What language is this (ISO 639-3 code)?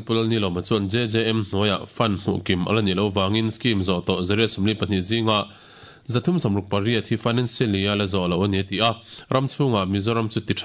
lus